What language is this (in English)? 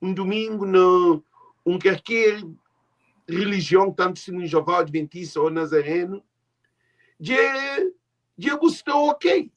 Kabuverdianu